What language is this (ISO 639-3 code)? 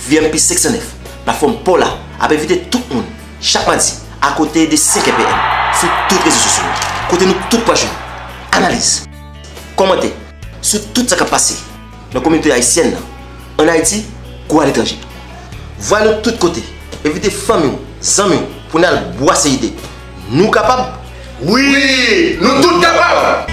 hat